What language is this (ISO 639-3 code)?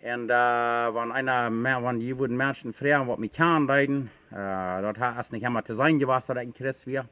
pdt